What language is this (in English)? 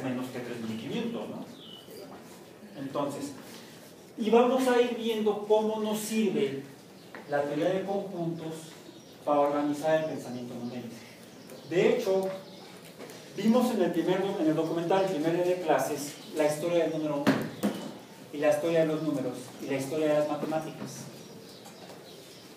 Spanish